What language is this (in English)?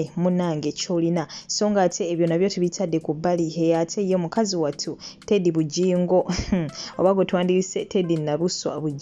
Ganda